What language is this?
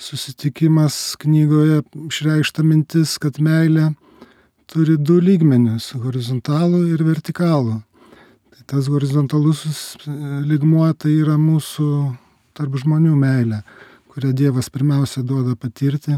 Lithuanian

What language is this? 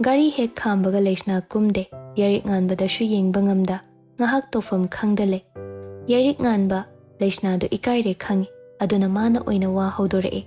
Manipuri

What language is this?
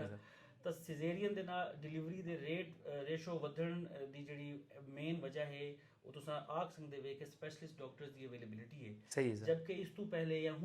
Saraiki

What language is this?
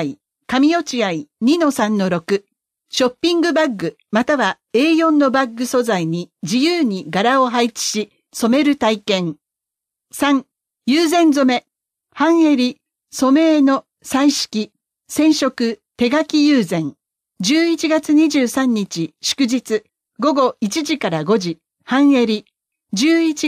Japanese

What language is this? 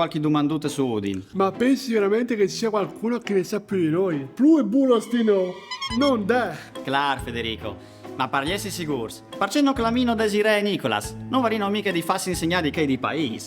Friulian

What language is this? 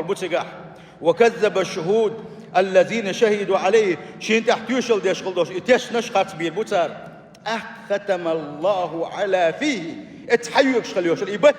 Chechen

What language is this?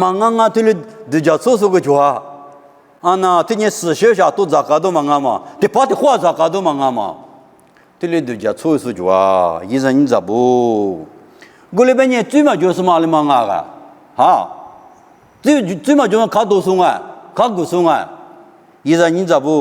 Lisu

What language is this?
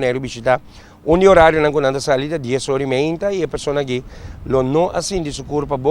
Papiamento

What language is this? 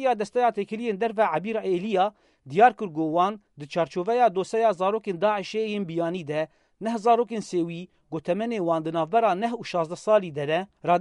Kurdish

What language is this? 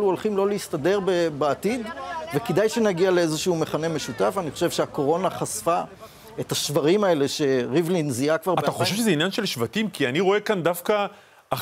Hebrew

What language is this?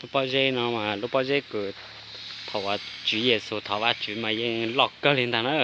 Hmong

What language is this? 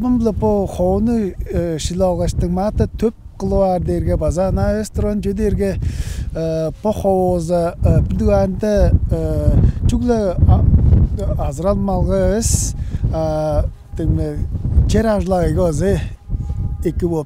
Tuvinian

